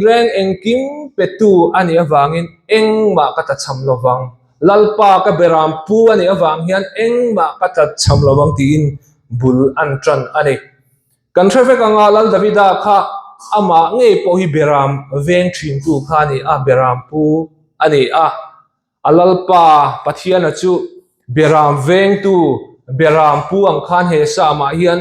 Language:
Mizo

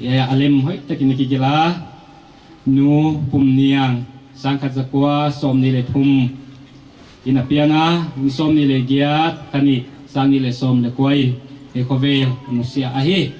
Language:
Paite Chin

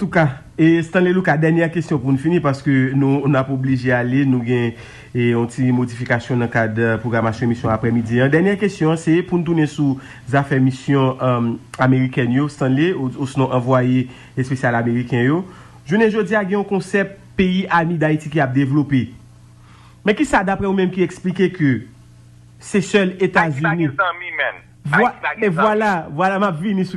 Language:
Haitian Creole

